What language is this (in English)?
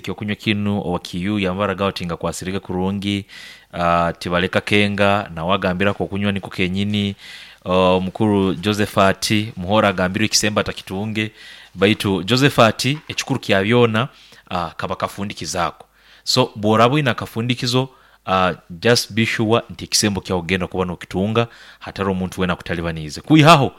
Nyankole